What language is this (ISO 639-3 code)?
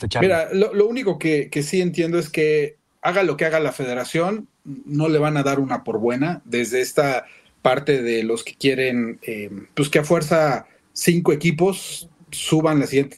spa